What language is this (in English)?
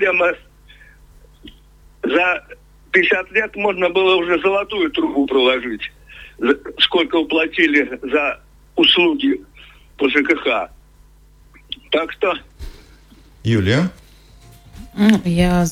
Russian